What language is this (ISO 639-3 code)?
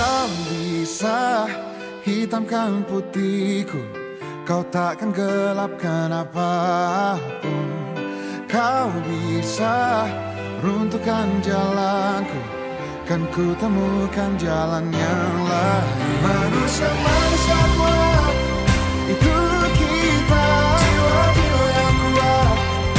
ind